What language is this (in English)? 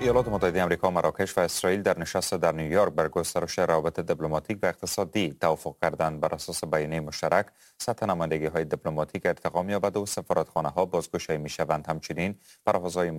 Persian